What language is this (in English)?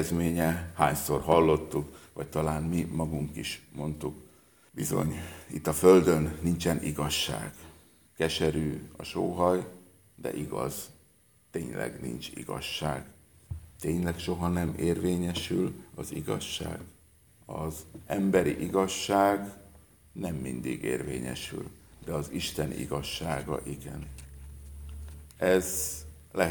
Hungarian